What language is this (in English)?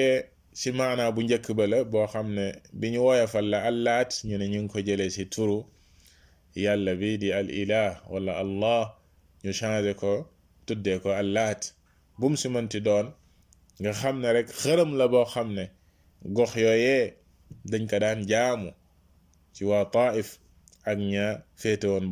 Wolof